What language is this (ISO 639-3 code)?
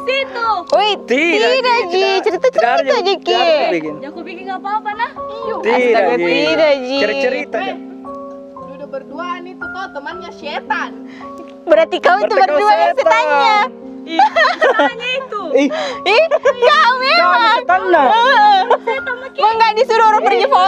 mfp